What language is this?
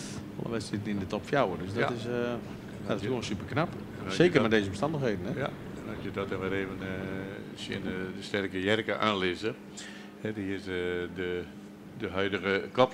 Western Frisian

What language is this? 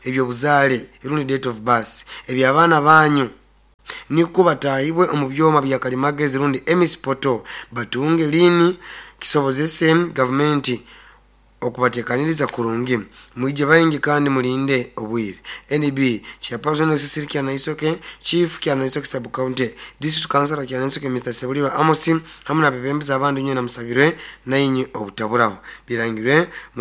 Nyoro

